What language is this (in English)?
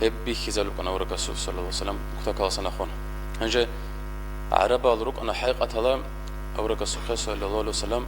Avaric